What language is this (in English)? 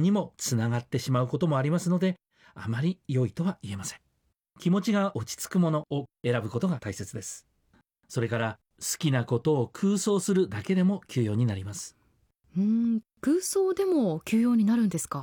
Japanese